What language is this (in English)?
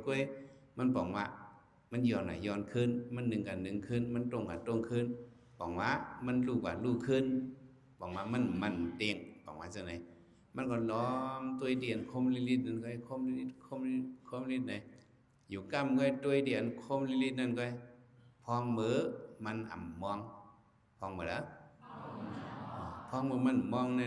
Shan